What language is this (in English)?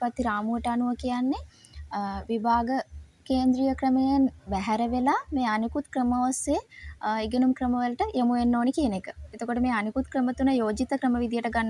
Sinhala